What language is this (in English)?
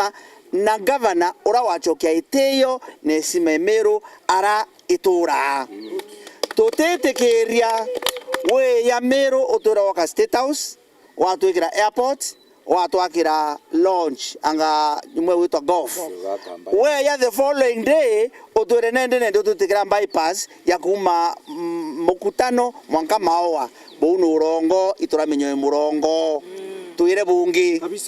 Meru